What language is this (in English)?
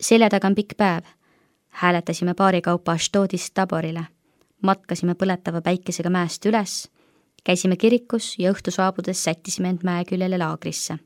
Estonian